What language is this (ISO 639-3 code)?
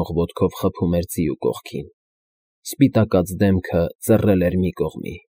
hye